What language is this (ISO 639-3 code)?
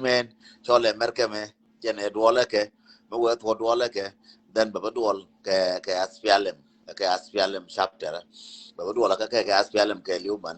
nus